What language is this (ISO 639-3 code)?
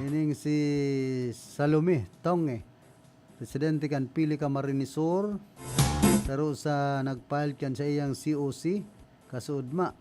bik